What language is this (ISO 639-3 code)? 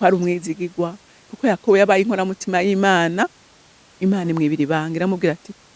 run